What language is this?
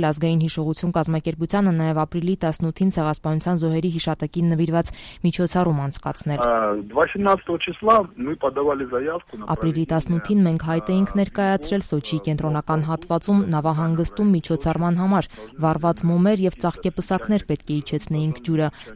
Armenian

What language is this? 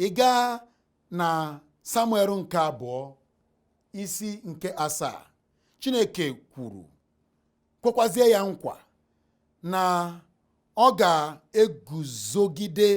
Igbo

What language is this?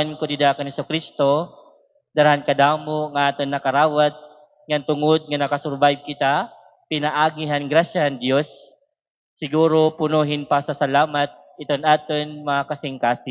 Waray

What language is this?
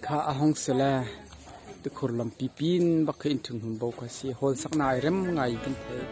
Hakha Chin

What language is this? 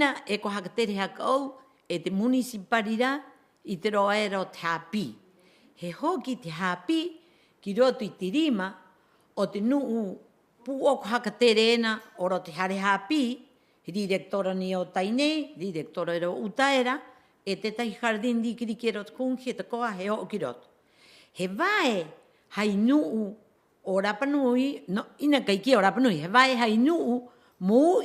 Rapanui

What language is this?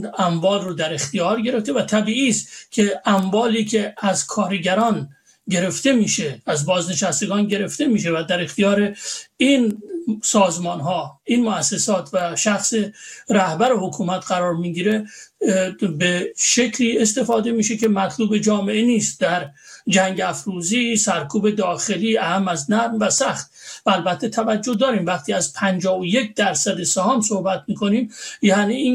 Persian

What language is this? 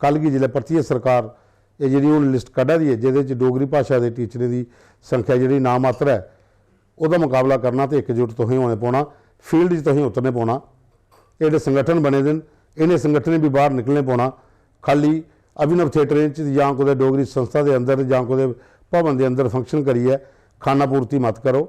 Dogri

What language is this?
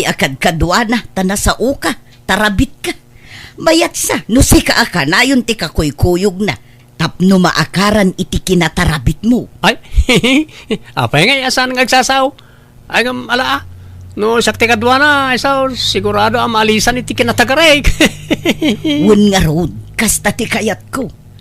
Iloko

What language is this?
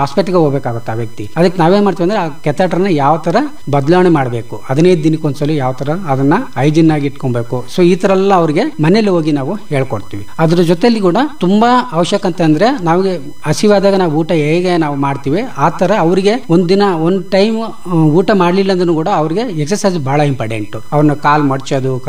Kannada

